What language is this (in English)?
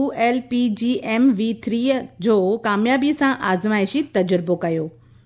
Sindhi